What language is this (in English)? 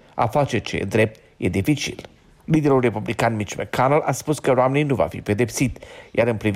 Romanian